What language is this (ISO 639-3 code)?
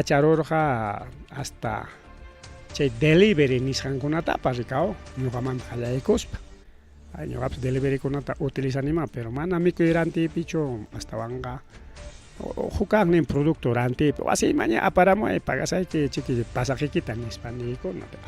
quy